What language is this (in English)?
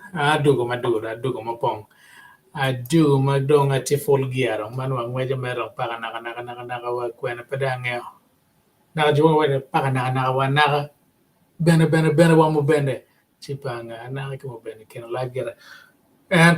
Acoli